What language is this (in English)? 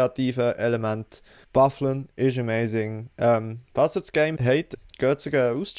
Swiss German